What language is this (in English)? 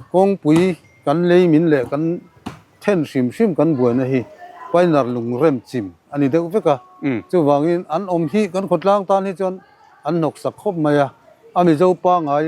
Mizo